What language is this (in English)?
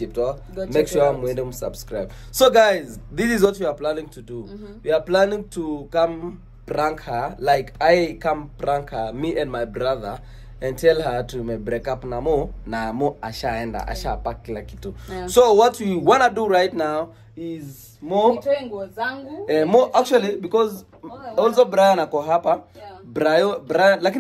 Swahili